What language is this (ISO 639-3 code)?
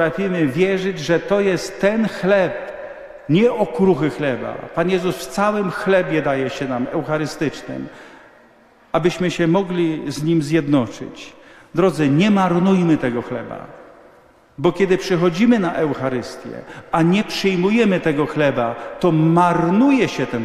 pol